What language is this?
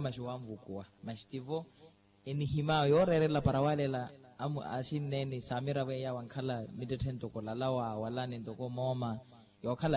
Makhuwa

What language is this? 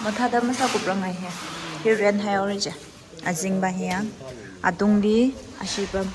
Tangkhul Naga (India)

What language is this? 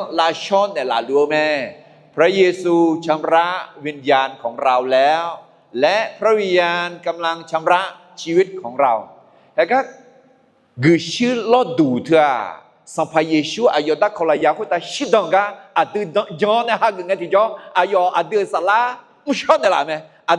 Akha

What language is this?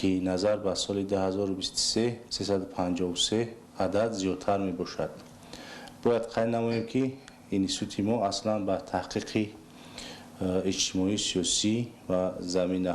Tajik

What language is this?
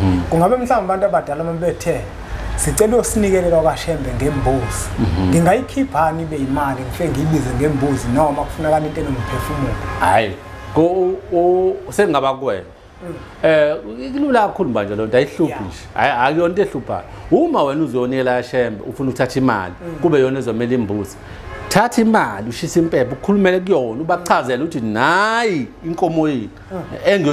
Zulu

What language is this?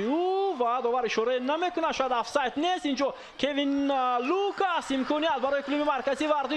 Tajik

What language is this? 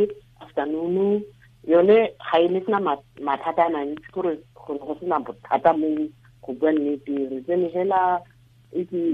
Tswana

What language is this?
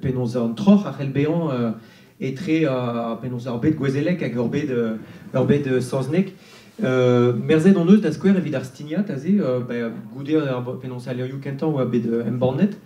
Breton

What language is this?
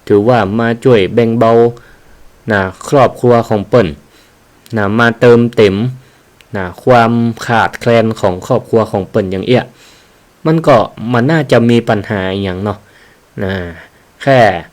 Northern Thai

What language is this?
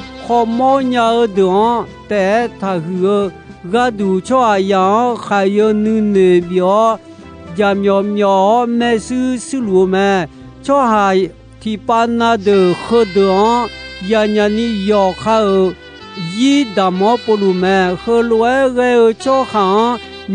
Akha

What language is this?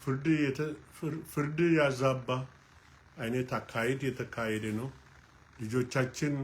Amharic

